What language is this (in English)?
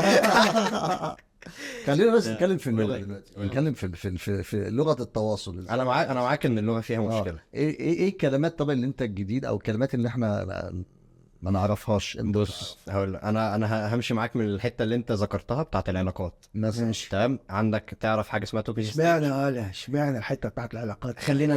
Egyptian Arabic